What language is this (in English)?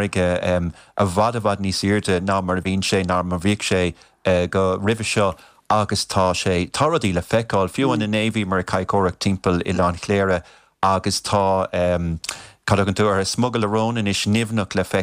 Irish